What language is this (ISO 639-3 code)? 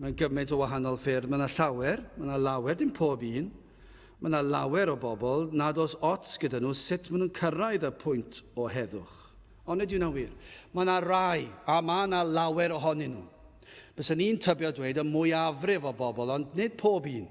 cym